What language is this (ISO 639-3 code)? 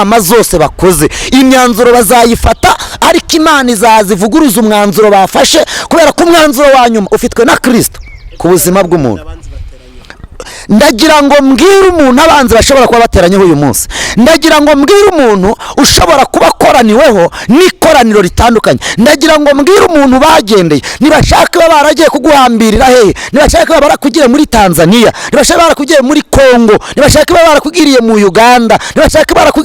kin